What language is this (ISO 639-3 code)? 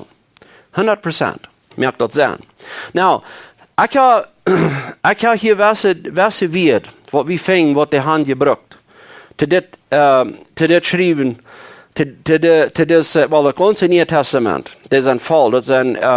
pdt